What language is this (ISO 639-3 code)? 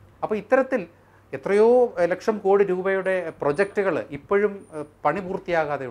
mal